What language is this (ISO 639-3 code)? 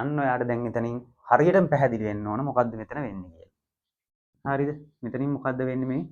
sin